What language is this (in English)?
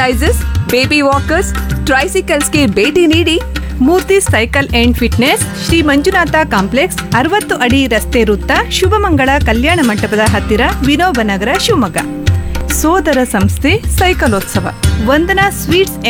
Kannada